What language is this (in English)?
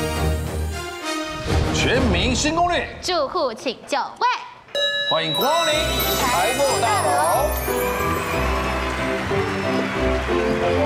Chinese